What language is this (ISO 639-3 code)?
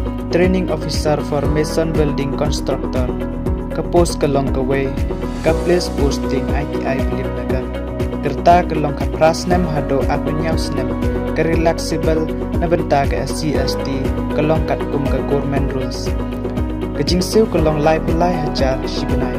kha